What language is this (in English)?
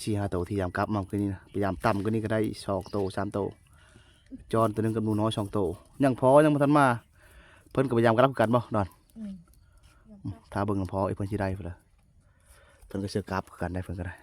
Lao